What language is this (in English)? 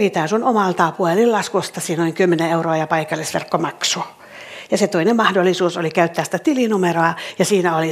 Finnish